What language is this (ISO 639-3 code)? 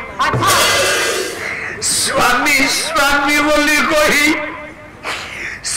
ori